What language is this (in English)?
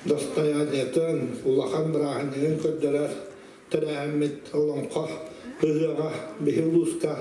Yakut